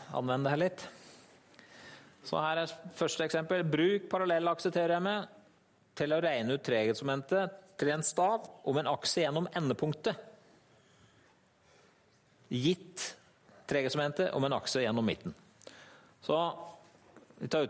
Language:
Norwegian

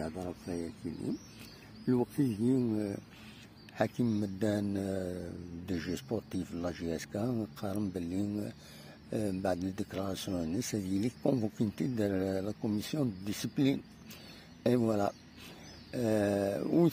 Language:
Kabyle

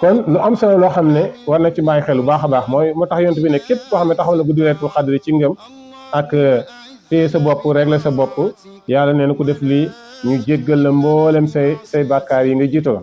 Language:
Wolof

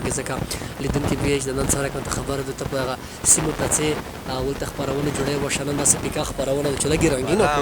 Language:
Pashto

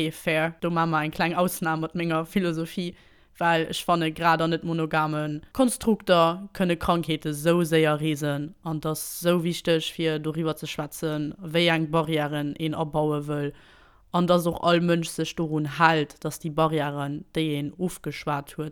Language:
Luxembourgish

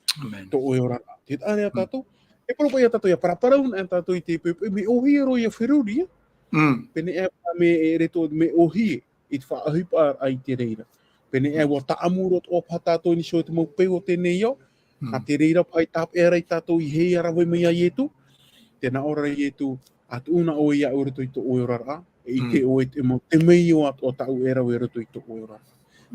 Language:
Tahitian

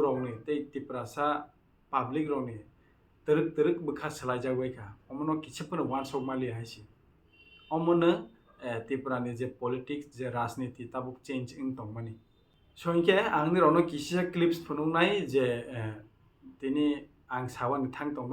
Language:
Kok Borok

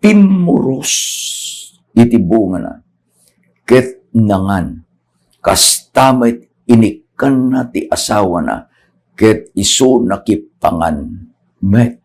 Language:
Iloko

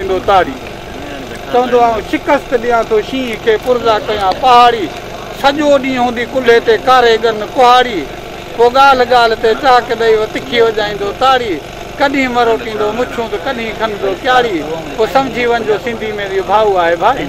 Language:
Sindhi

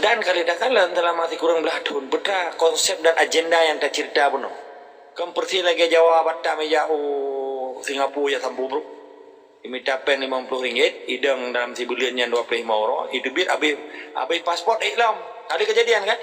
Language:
Achinese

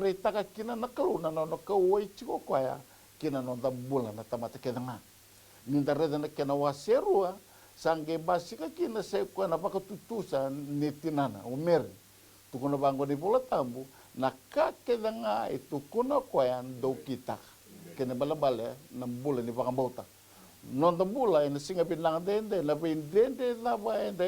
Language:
Fijian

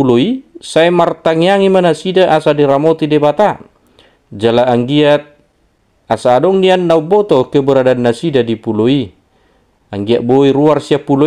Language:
Batak Toba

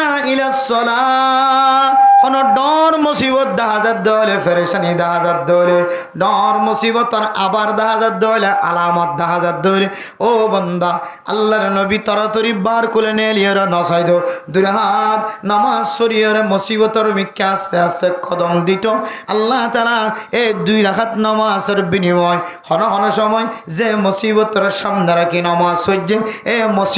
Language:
Rohingya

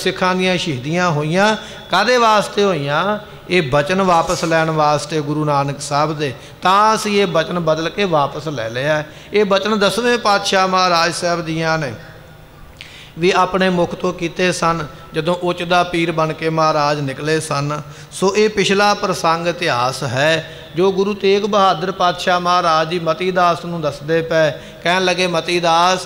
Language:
Punjabi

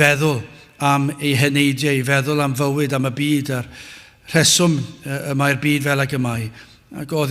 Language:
Welsh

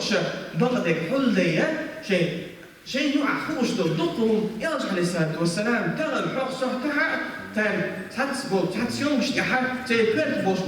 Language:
Chechen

